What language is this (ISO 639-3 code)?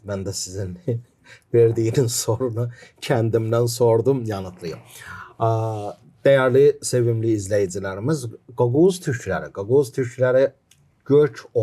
gag